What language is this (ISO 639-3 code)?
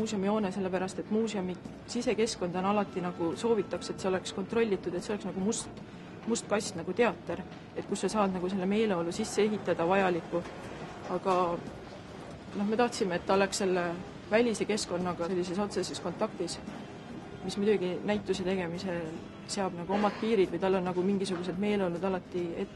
est